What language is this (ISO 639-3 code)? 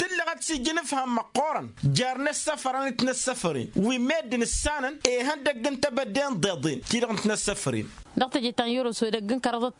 taq